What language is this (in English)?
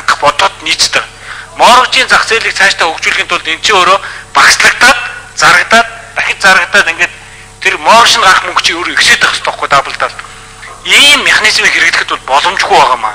Mongolian